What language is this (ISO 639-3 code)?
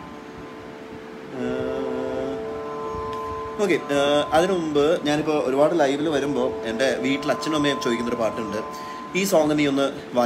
mal